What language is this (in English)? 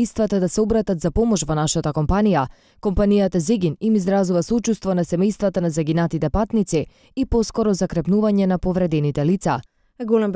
Macedonian